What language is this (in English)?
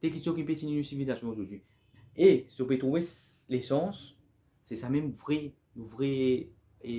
Morisyen